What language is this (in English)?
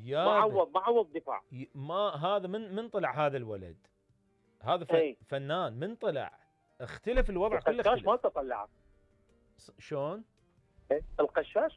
Mesopotamian Arabic